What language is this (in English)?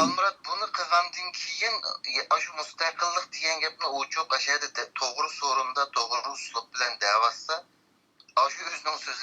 Uyghur